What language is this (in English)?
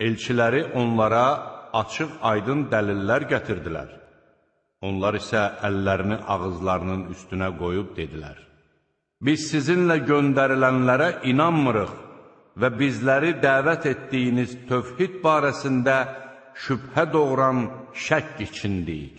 Azerbaijani